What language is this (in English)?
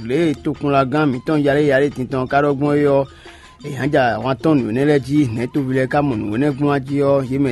Fon